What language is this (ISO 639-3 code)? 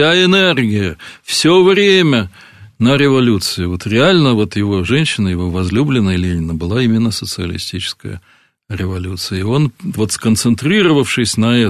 rus